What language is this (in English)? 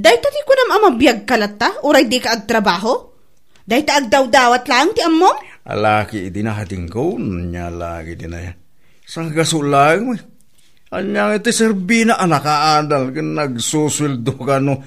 Iloko